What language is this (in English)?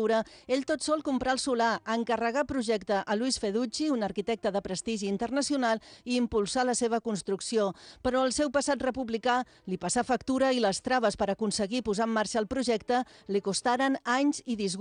Catalan